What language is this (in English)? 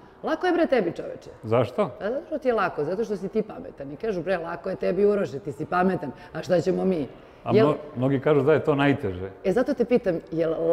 Serbian